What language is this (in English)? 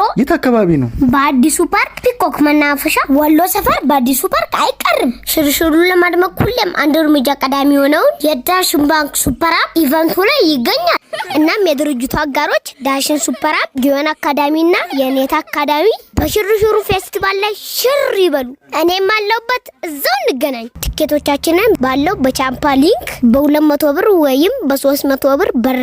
Amharic